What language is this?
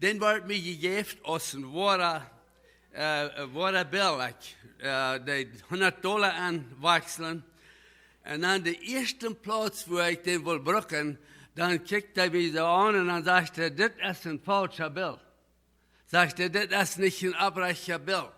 Plautdietsch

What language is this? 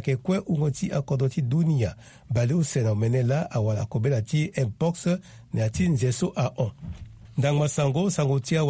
Sango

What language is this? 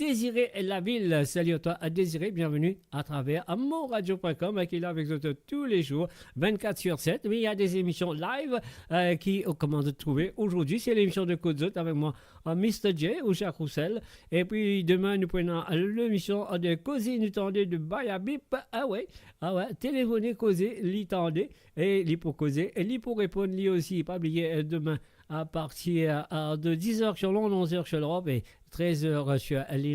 Morisyen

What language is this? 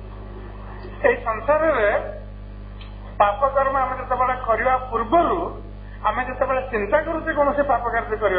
Odia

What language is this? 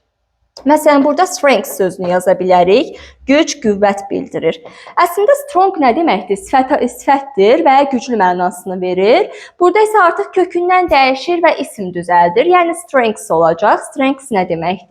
Azerbaijani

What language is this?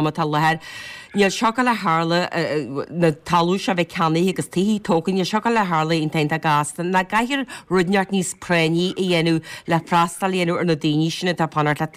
Irish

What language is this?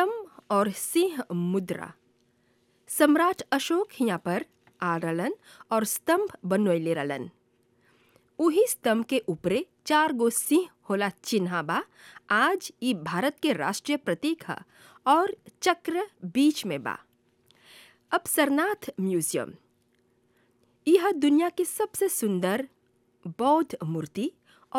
Bhojpuri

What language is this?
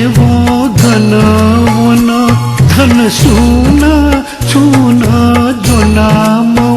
Newari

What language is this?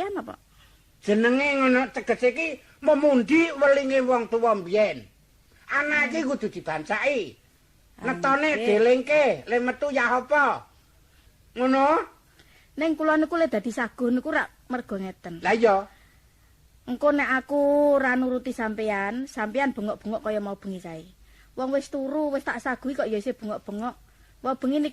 Javanese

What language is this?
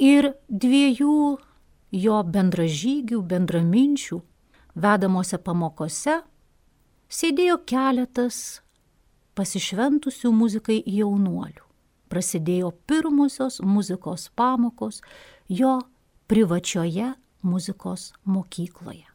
Lithuanian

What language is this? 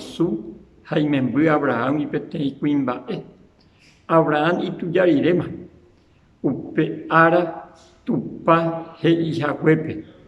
Guarani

